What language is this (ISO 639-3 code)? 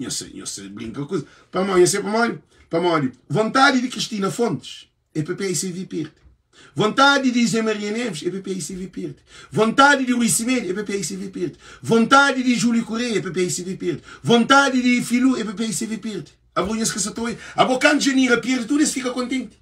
kea